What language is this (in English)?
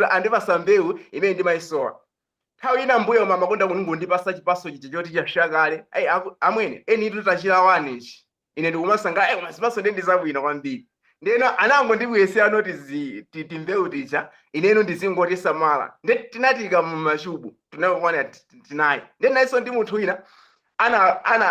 Nyanja